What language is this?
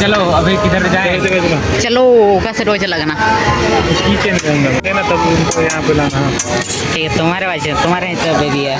Santali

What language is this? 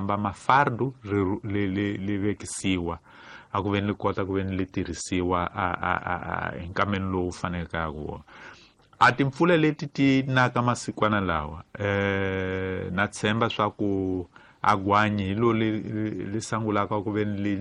Tsonga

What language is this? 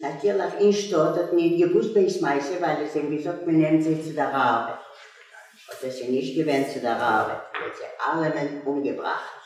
Yiddish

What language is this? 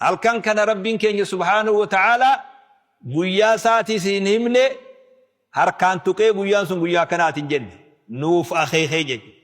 Oromo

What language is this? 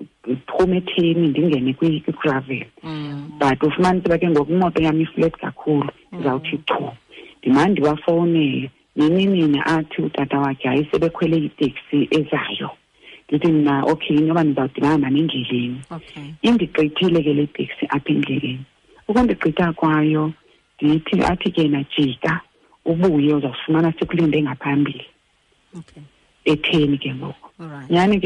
Xhosa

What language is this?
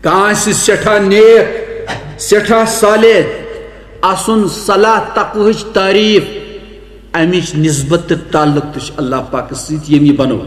Kashmiri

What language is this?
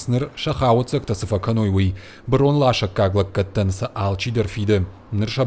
Ossetic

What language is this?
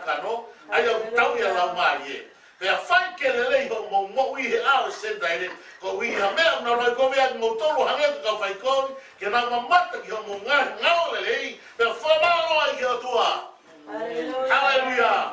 Tongan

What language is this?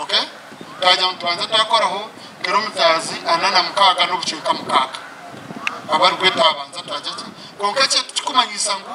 Nyankole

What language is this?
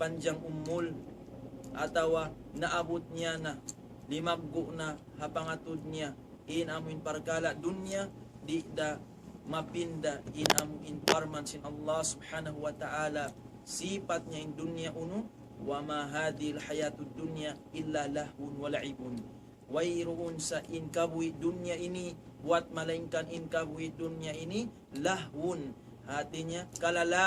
Tausug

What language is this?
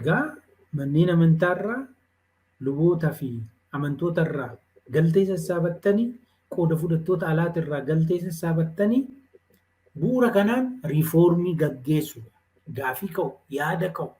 Oromo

